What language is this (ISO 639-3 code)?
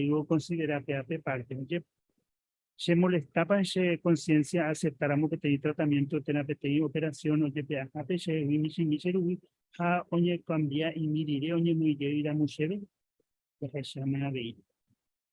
grn